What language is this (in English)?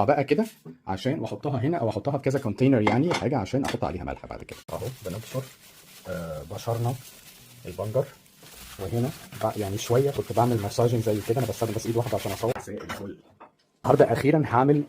Egyptian Arabic